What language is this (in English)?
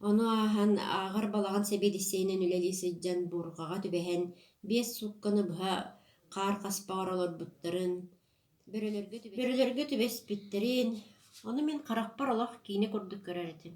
Yakut